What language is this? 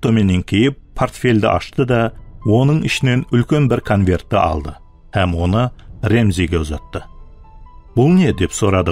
Kara-Kalpak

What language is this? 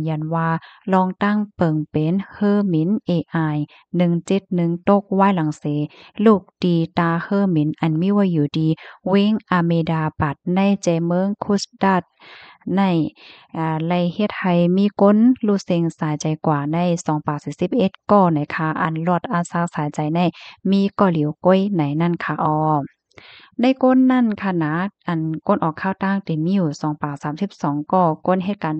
Shan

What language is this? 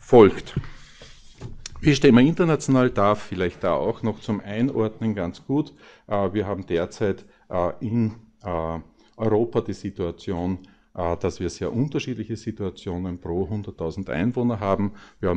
German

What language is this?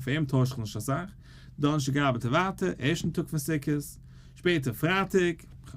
Yiddish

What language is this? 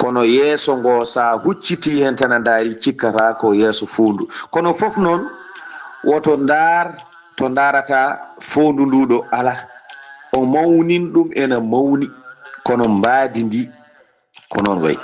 Fula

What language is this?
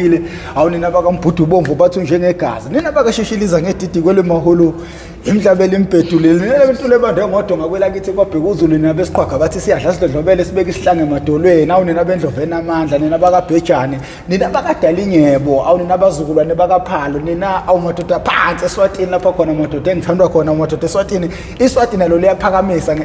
Zulu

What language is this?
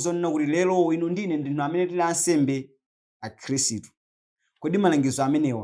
Nyanja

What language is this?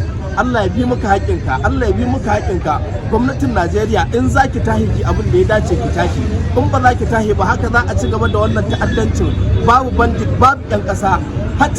Hausa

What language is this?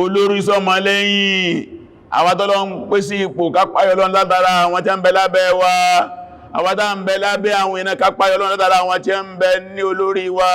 Yoruba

